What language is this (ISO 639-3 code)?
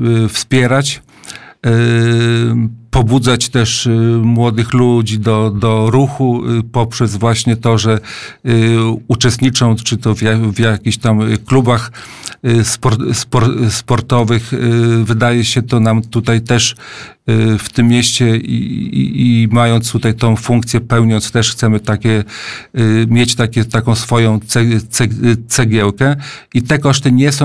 pol